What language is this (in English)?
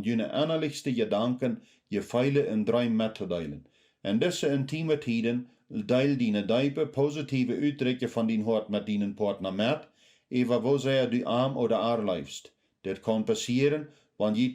Plautdietsch